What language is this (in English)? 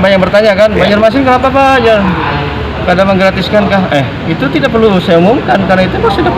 Banjar